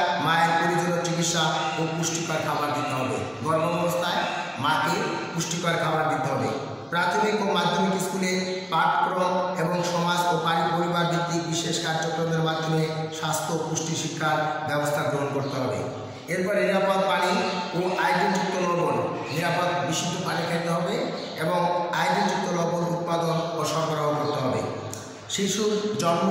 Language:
Bangla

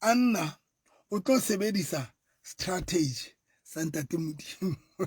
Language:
Southern Sotho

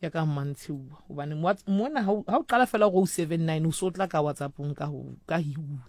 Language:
Southern Sotho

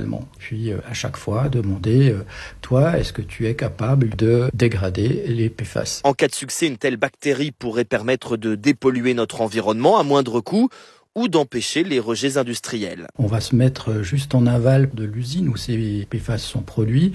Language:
French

